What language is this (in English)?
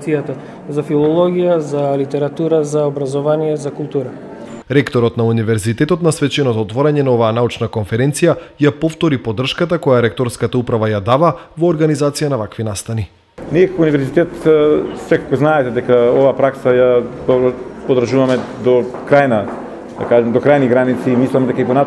Macedonian